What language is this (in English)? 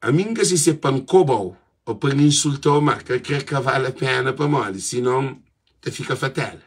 Kabuverdianu